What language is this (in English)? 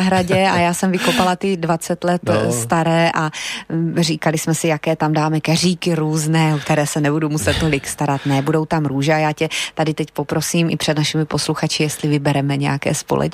Czech